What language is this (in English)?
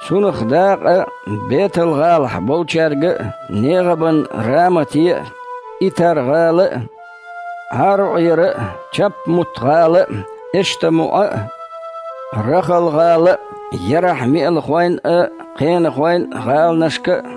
Chechen